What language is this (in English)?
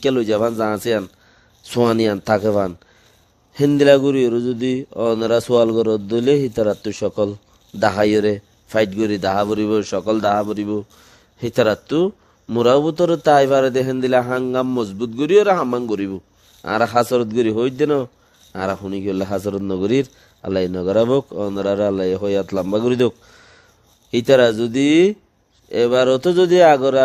Rohingya